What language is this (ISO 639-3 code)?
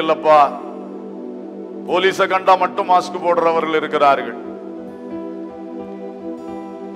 tam